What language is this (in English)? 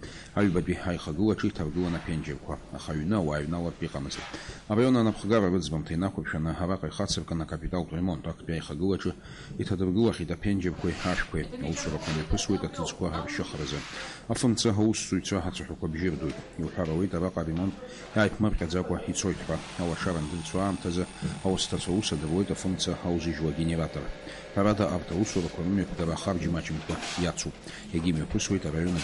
Abkhazian